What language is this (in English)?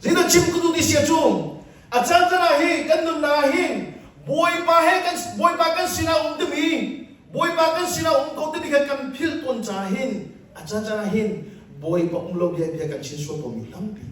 Hakha Chin